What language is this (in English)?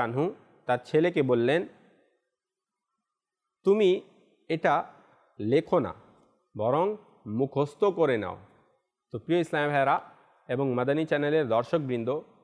Bangla